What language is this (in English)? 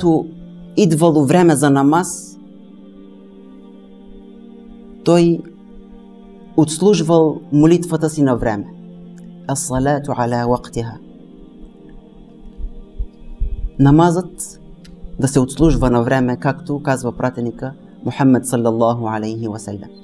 Bulgarian